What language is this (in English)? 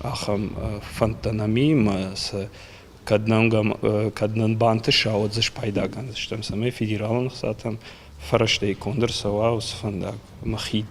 Ossetic